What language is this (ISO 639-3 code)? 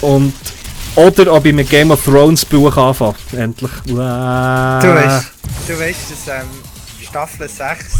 gsw